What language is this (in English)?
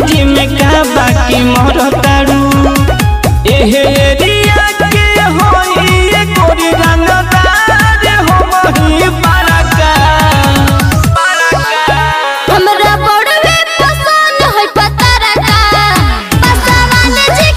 Bhojpuri